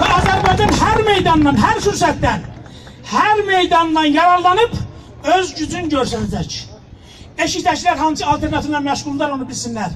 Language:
South Azerbaijani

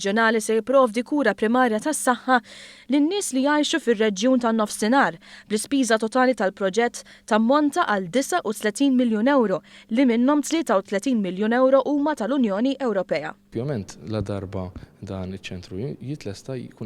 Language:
Maltese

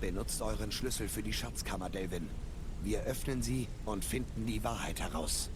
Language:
Swiss German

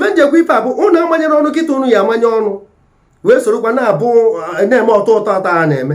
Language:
Igbo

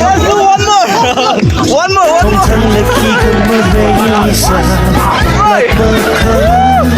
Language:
Tangkhul Naga (India)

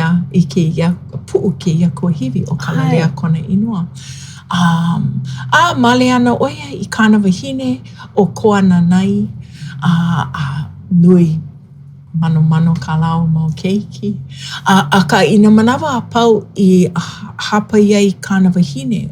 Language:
Hawaiian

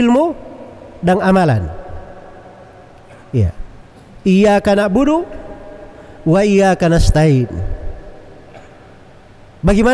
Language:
Indonesian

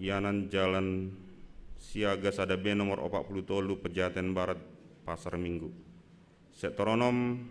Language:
Batak Simalungun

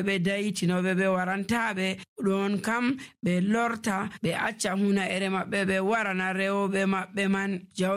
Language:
Nigerian Fulfulde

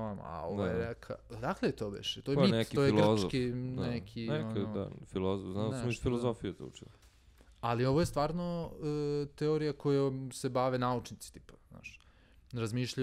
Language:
Serbian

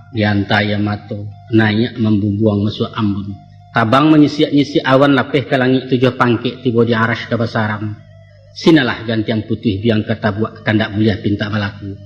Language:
Minangkabau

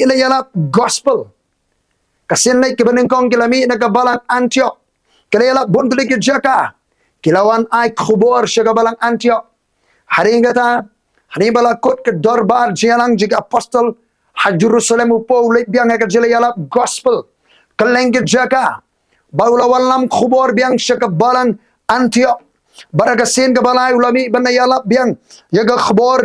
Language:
Khasi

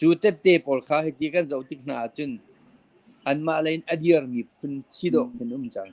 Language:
Hakha Chin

